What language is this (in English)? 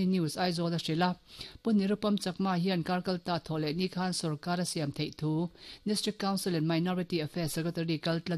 Mizo